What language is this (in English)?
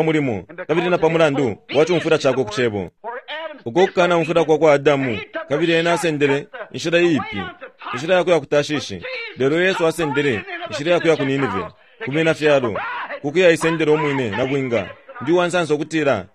Bemba